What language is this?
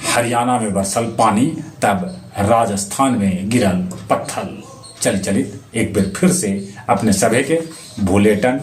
Magahi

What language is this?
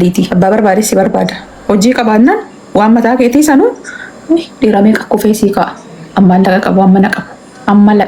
Oromo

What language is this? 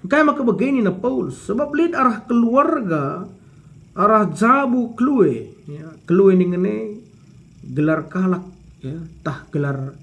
Batak Karo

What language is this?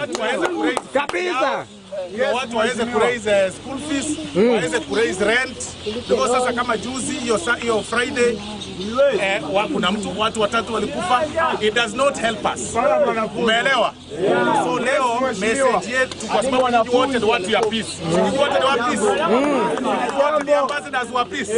Gusii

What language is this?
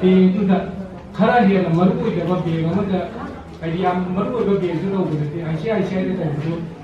Manipuri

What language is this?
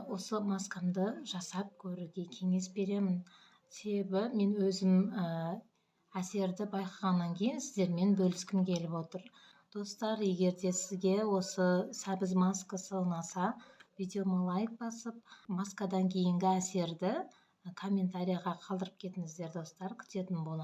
Kazakh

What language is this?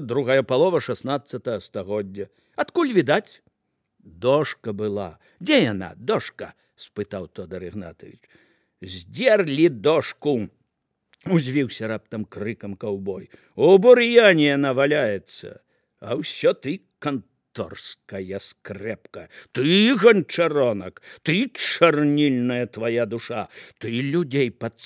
Belarusian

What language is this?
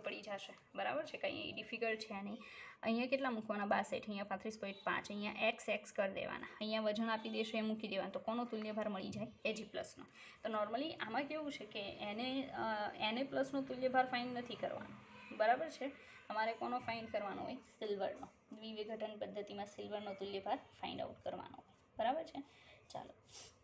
Gujarati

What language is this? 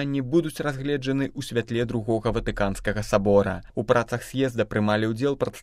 Belarusian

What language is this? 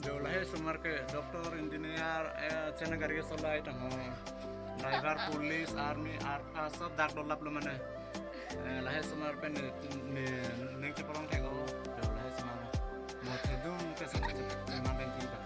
Karbi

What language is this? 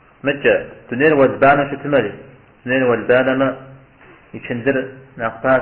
Kabardian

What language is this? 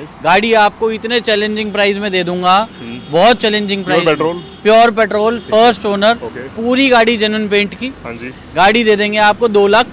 Hindi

